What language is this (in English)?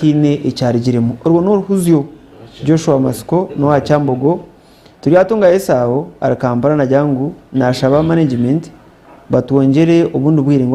Nyankole